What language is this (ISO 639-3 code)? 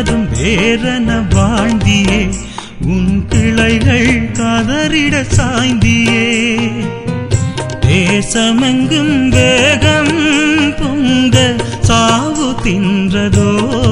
tam